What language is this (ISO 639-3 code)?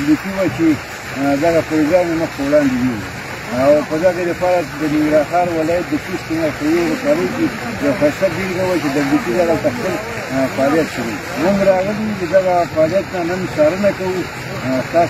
pus